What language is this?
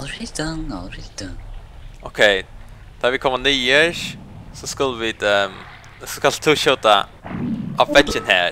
Faroese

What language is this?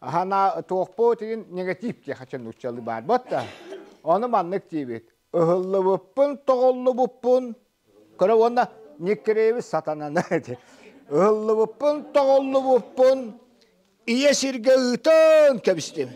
Yakut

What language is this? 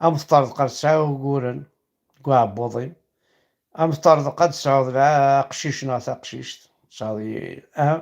Kabyle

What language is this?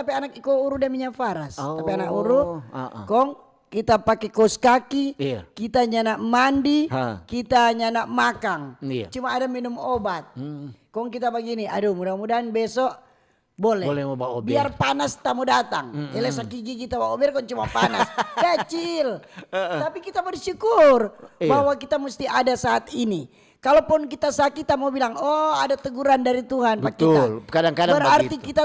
Manado Malay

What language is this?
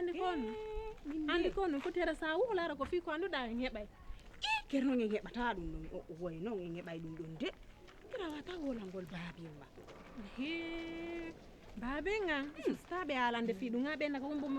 Fula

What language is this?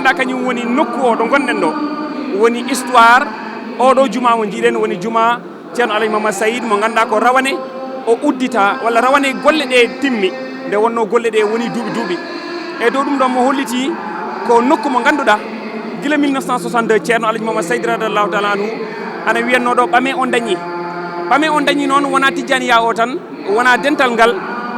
Fula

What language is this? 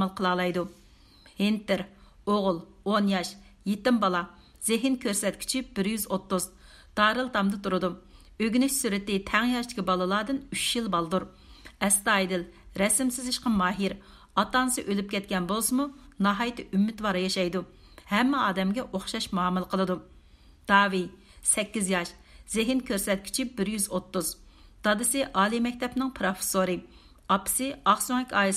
Uyghur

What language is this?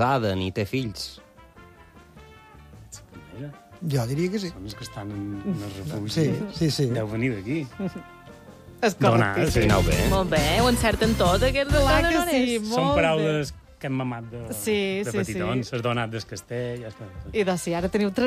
Catalan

